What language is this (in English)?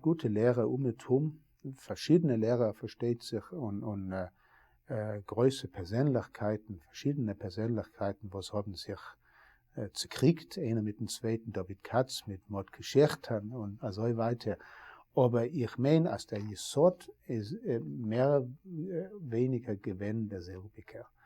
Yiddish